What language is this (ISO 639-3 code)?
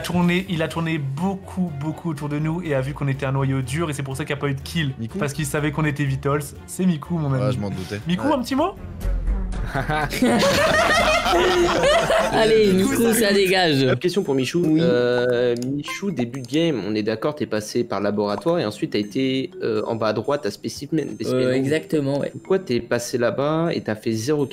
fra